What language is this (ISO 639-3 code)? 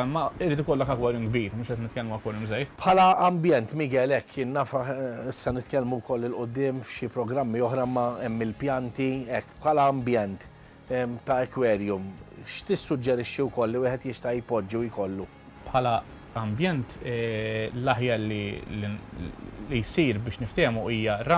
mlt